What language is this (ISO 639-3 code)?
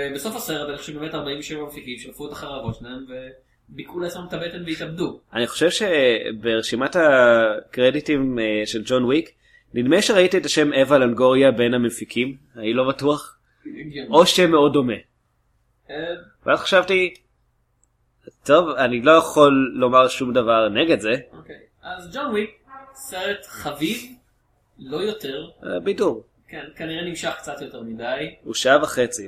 heb